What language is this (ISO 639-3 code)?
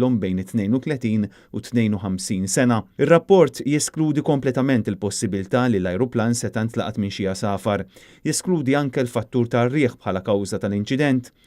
mlt